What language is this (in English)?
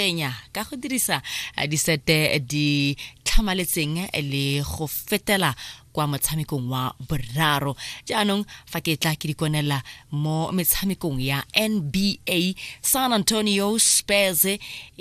Tswana